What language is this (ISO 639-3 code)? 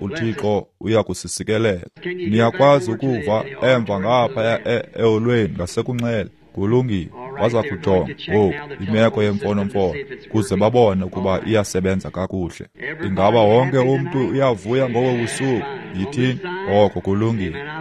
xho